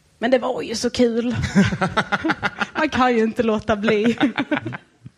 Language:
Swedish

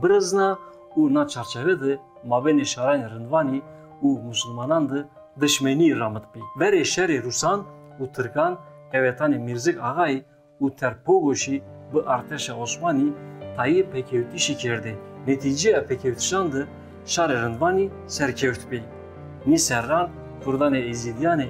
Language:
Zaza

